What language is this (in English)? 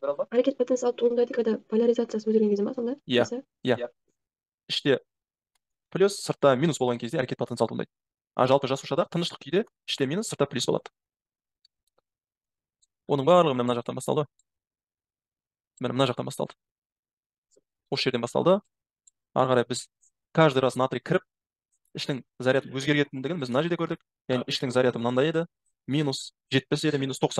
Kazakh